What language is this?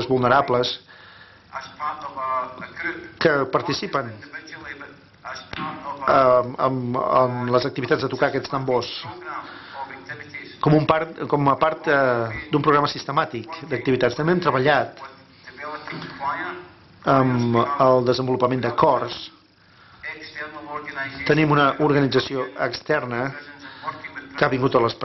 Catalan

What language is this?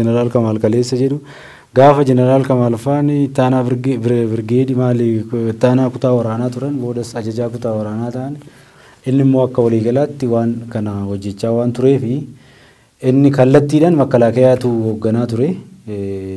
Oromo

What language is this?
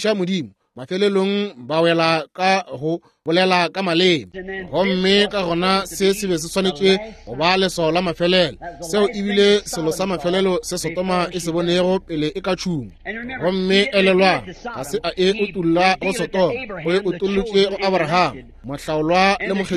Northern Sotho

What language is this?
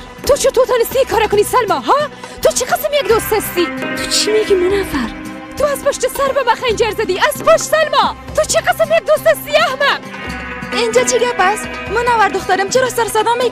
Persian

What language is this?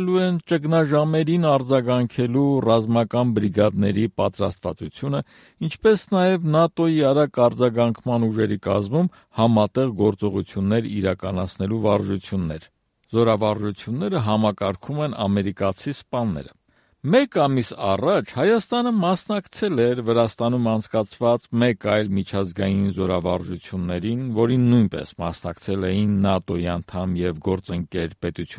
Armenian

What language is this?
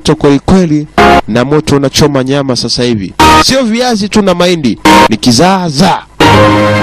Swahili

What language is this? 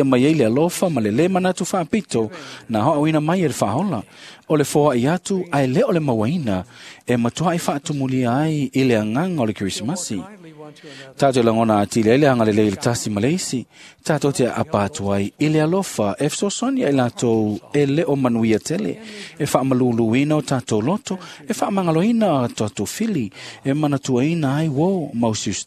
Samoan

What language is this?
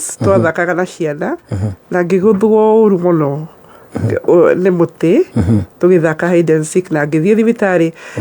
Kikuyu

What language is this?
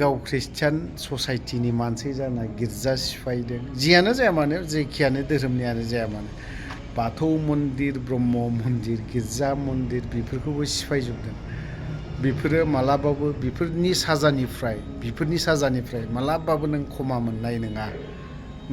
Bodo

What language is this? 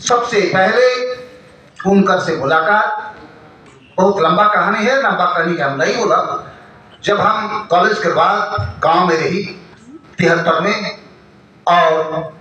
Sadri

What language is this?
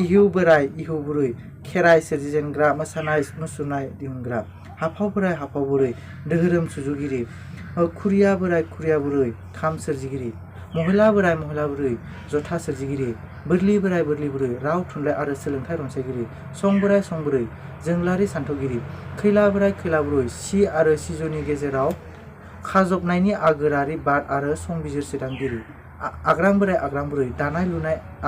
Bodo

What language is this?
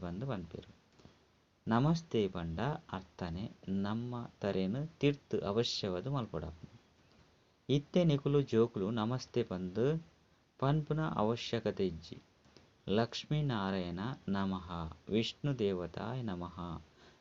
Tulu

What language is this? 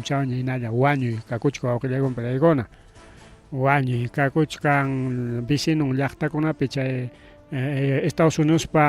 Ayacucho Quechua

